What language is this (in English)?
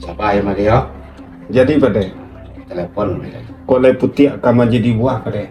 Minangkabau